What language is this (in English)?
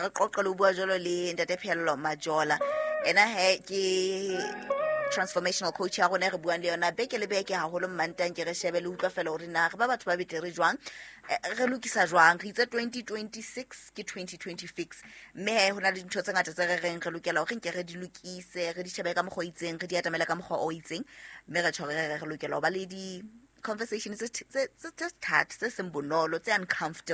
Southern Sotho